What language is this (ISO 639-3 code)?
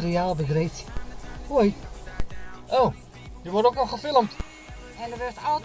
fry